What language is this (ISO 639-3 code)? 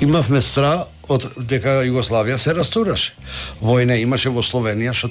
mkd